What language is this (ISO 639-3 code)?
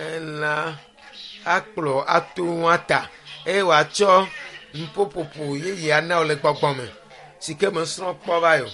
ewe